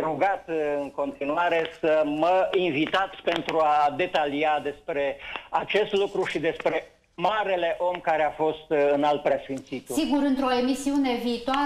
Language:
Romanian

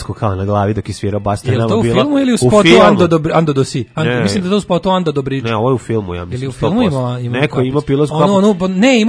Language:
Serbian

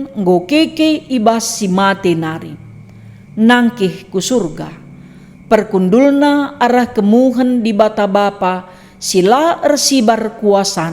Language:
Batak Karo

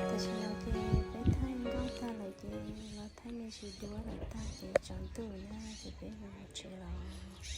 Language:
Hmong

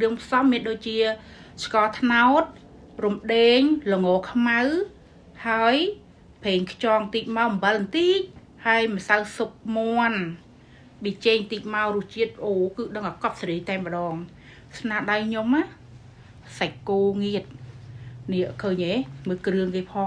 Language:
Khmer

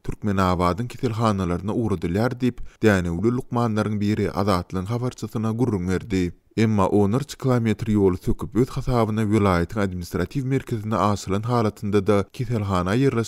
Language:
Turkmen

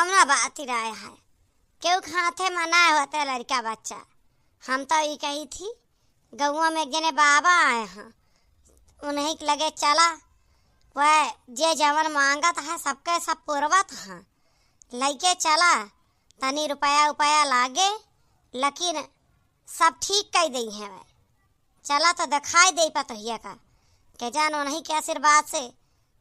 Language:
Awadhi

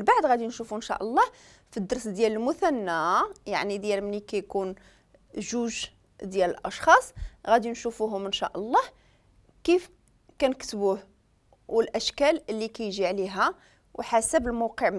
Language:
Moroccan Arabic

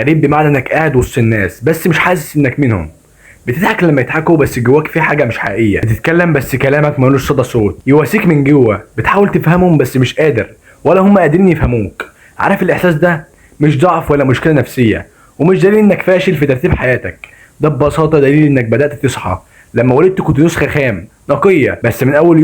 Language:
Egyptian Arabic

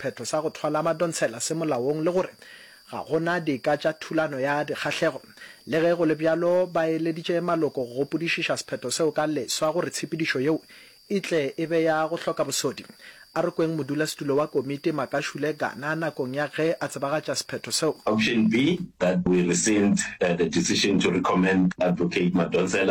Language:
Northern Sotho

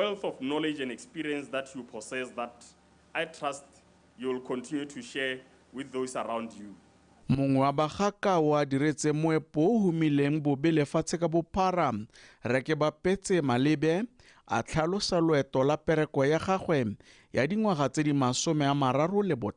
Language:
Tswana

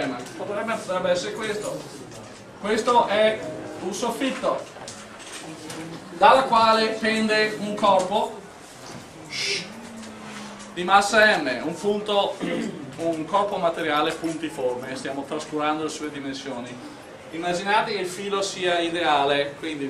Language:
Italian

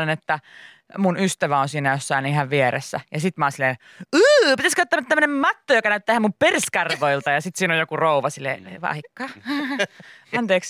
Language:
Finnish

